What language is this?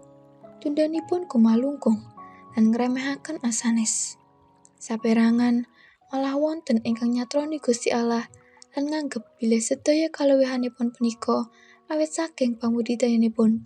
Javanese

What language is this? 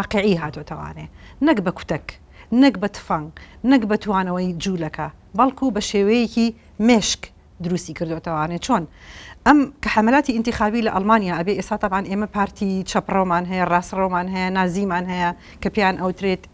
Central Kurdish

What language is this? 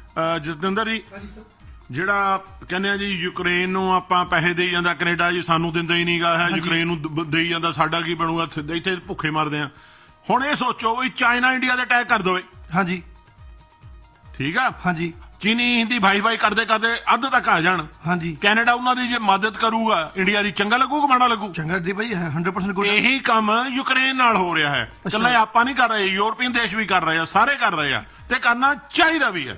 Punjabi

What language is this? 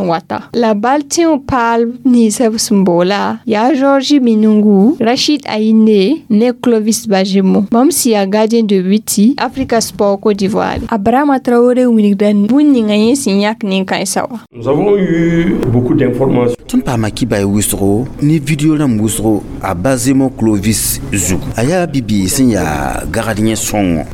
Mossi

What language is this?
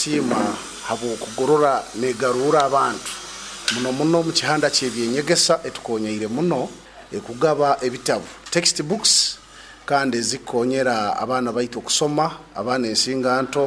Nyoro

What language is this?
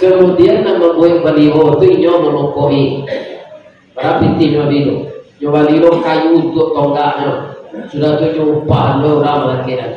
Minangkabau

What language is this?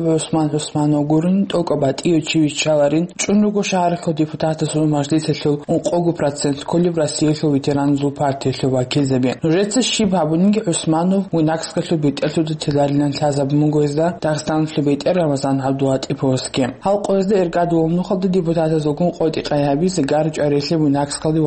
Avaric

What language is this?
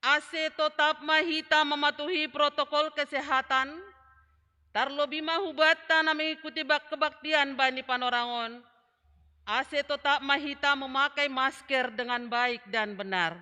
Batak Simalungun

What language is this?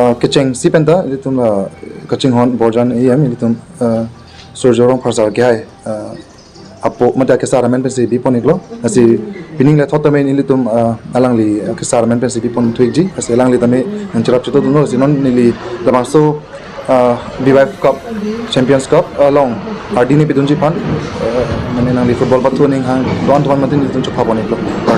Karbi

